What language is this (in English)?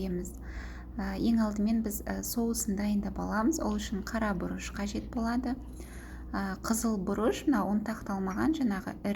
Kazakh